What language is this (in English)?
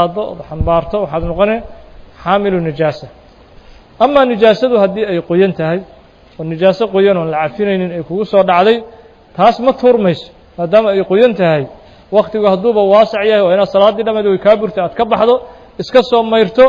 Somali